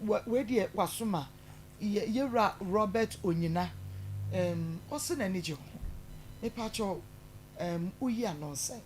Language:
Akan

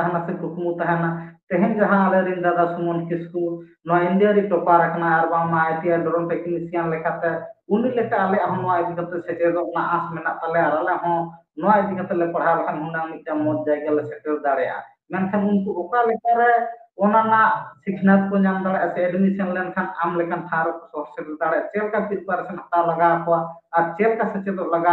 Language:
Santali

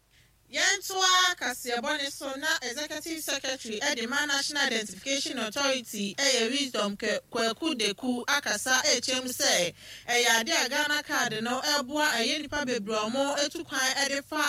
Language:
Akan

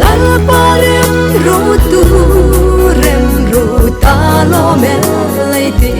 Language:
Hmar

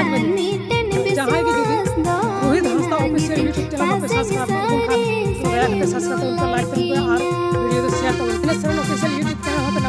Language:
Santali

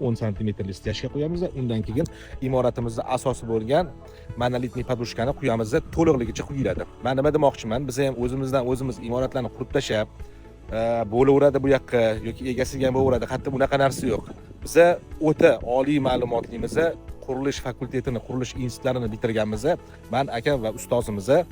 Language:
Uzbek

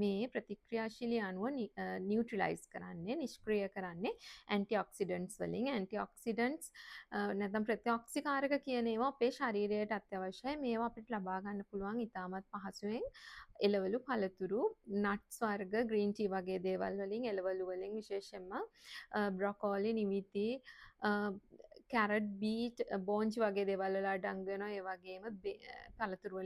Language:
Sinhala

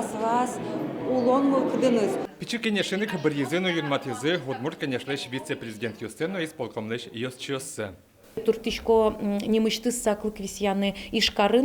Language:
Udmurt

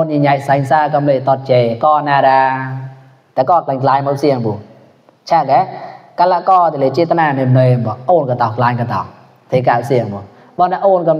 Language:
Mon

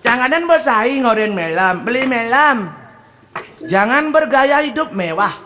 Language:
Balinese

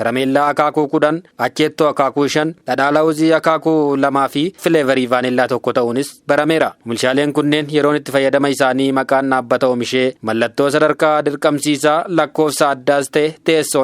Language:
Oromo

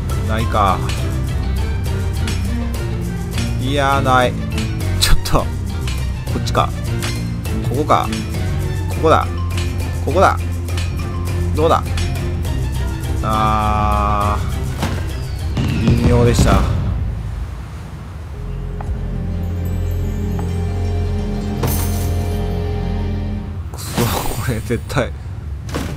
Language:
Japanese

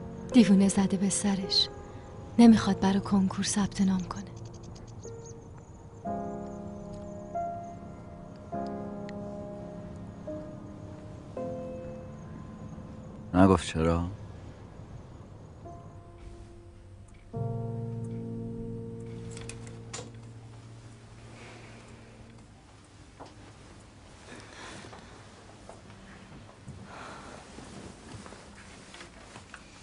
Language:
Persian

